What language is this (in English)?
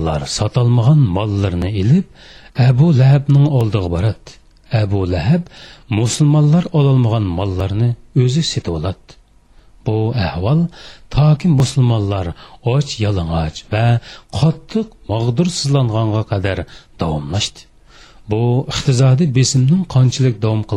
Uyghur